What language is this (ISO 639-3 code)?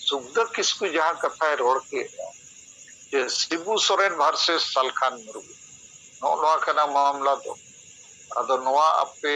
sat